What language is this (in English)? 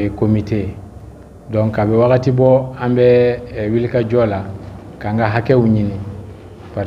Bambara